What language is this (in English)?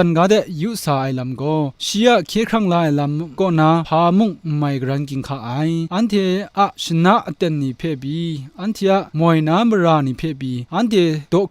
Kachin